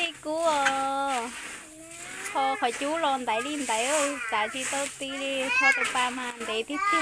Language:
Hmong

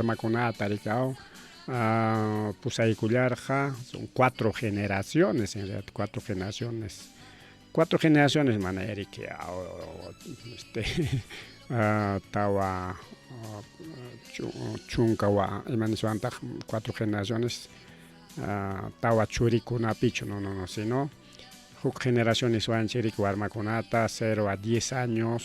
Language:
Ayacucho Quechua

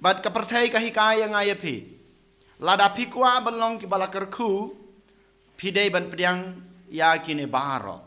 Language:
Khasi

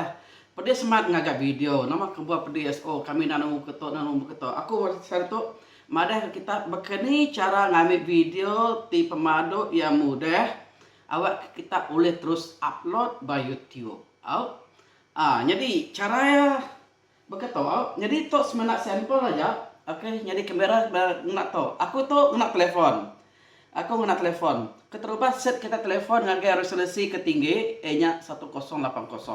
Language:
Iban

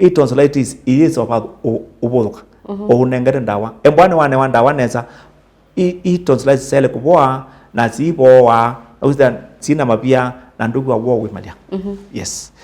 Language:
Kamba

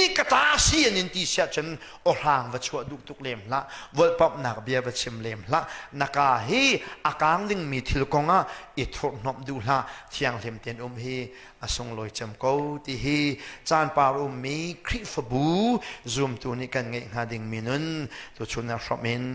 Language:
Hakha Chin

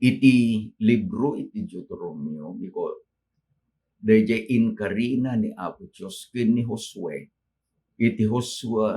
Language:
Iloko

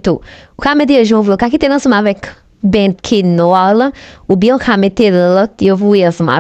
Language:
Haitian Creole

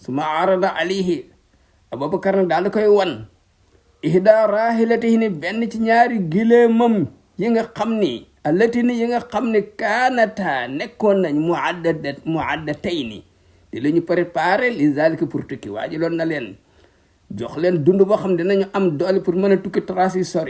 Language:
Wolof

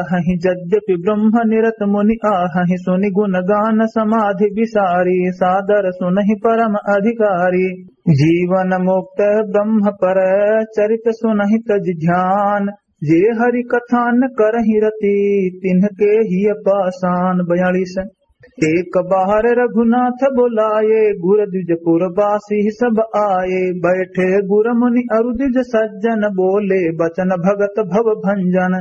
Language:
Awadhi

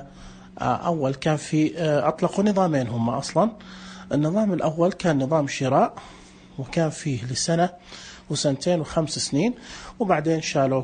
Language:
Najdi Arabic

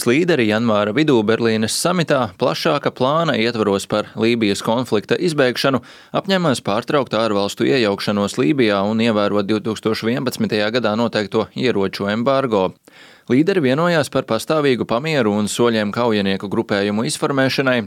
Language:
Latvian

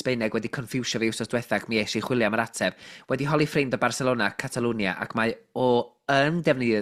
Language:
Welsh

